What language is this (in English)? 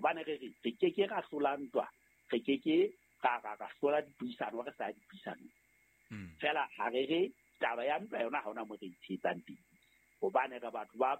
Southern Sotho